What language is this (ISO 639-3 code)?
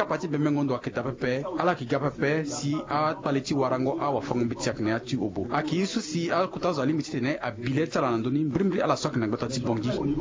sag